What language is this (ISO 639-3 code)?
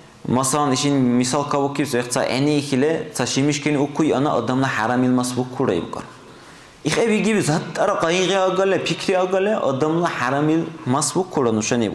dar